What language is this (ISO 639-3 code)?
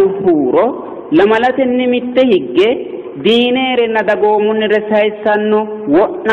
sid